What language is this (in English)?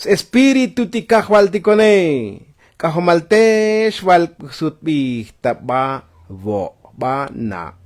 Tzotzil